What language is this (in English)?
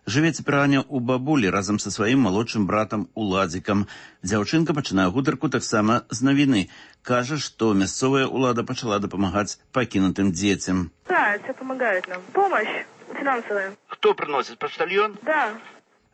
Belarusian